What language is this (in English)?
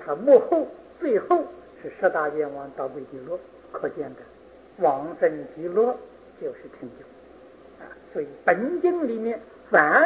Chinese